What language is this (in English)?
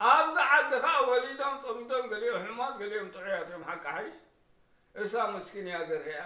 Tigrinya